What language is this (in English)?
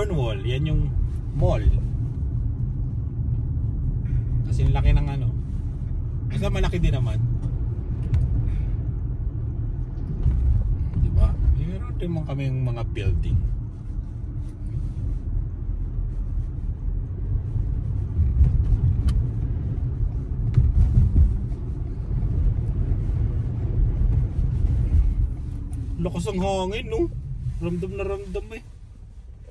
Filipino